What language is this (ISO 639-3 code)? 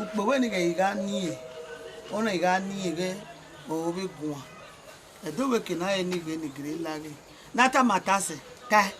bin